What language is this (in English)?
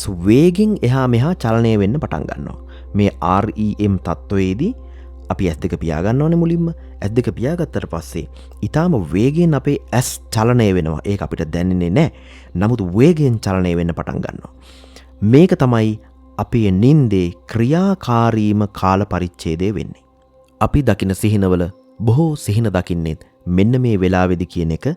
Sinhala